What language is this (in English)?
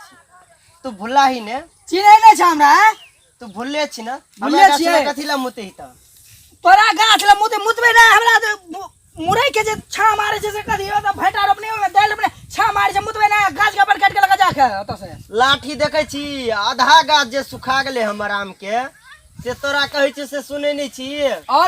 Maithili